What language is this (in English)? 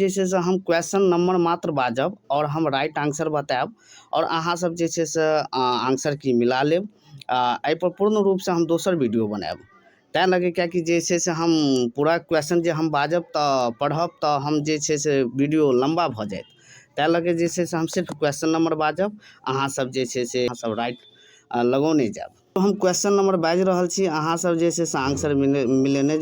Maithili